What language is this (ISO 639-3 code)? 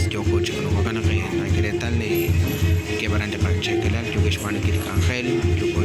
kek